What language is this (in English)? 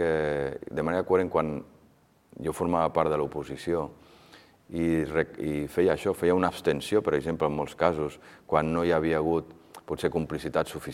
Catalan